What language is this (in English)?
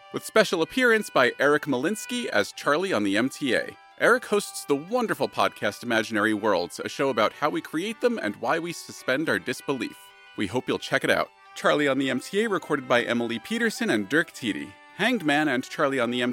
English